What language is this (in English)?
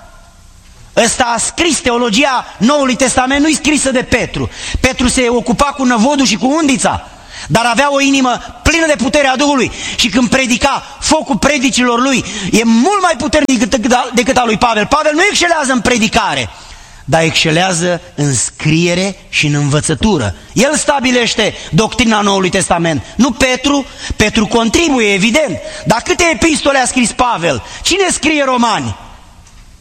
Romanian